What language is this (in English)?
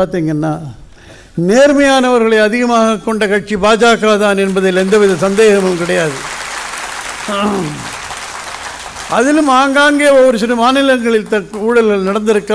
Tamil